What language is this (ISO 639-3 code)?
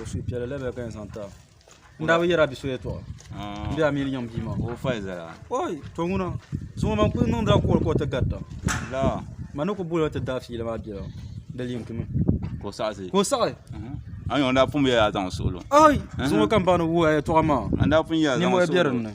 dag